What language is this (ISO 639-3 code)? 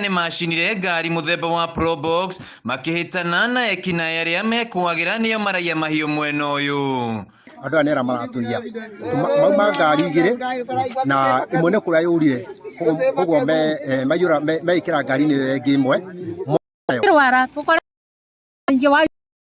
kik